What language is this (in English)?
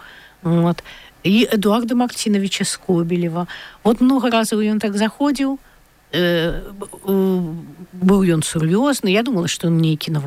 Belarusian